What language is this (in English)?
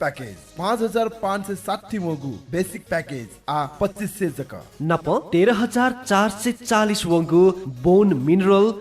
Newari